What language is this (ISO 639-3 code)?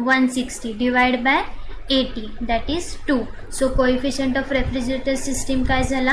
mar